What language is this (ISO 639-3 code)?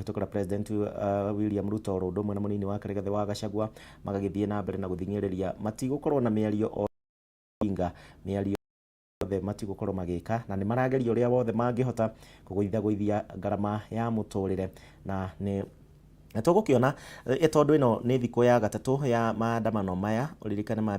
kik